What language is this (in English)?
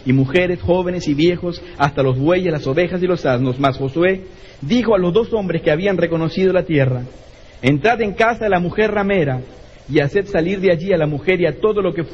Spanish